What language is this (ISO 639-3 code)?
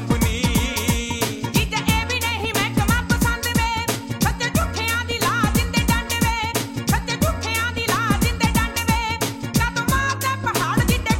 pan